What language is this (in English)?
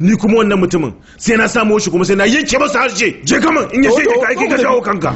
Hausa